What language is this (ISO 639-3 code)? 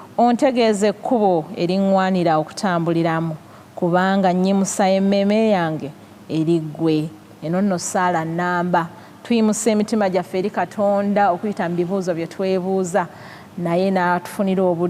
lug